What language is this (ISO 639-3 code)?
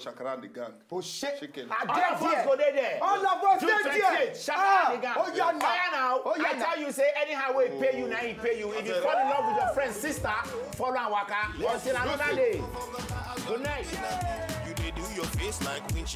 pcm